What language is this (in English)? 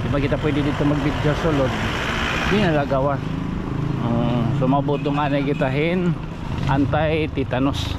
Waray